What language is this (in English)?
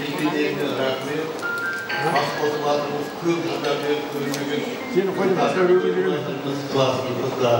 Kara-Kalpak